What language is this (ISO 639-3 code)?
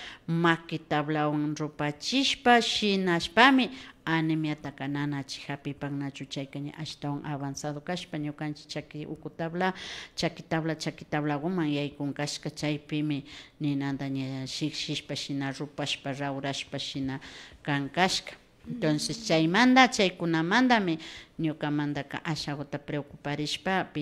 qvi